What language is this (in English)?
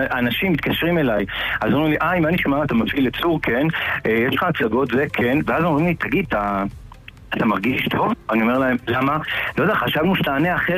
Hebrew